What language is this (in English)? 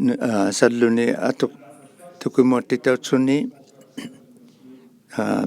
Inuktitut